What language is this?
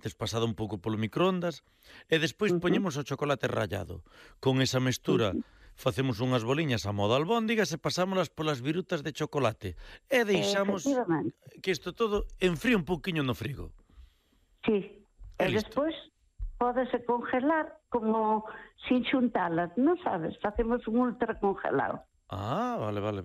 Galician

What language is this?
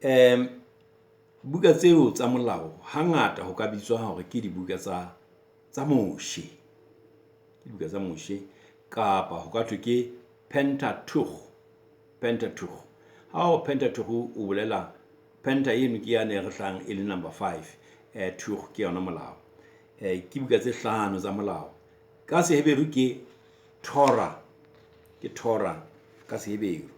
Southern Sotho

